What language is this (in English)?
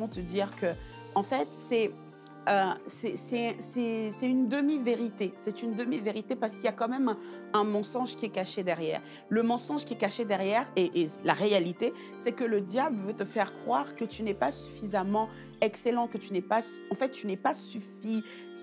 French